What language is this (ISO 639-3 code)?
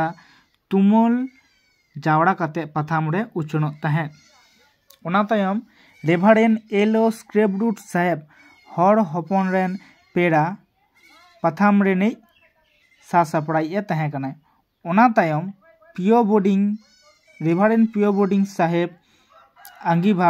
sat